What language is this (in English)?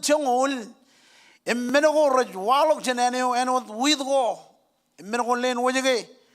Marshallese